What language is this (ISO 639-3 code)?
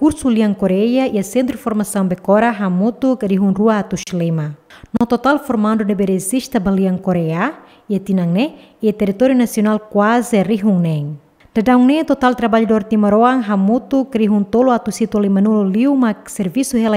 tet